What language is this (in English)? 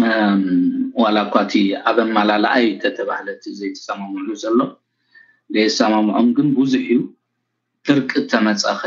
Tigrinya